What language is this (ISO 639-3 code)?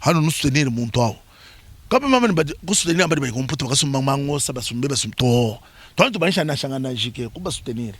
lua